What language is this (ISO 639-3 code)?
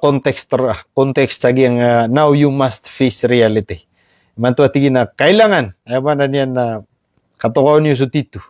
mrw